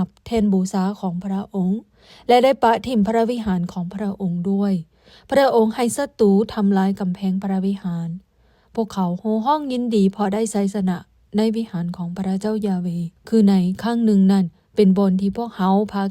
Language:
Lao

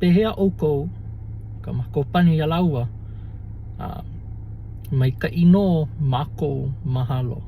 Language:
Hawaiian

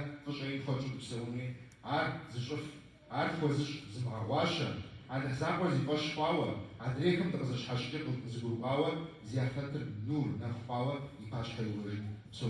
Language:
Kabardian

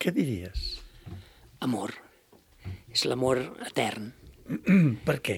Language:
Catalan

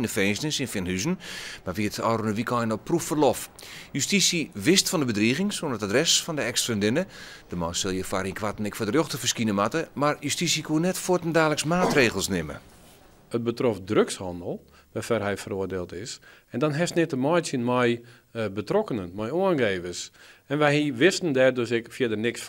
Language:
Western Frisian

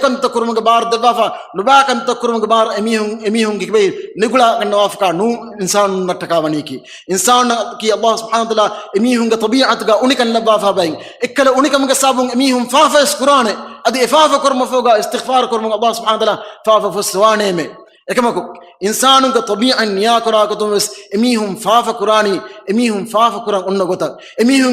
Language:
Divehi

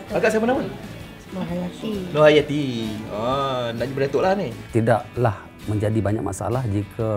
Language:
Malay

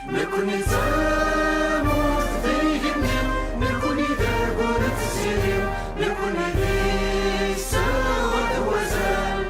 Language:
Kabyle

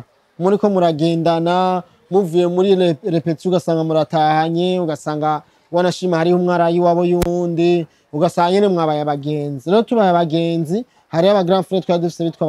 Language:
Rundi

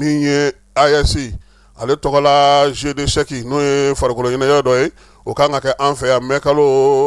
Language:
Bambara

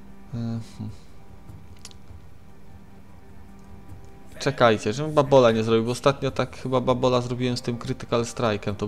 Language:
Polish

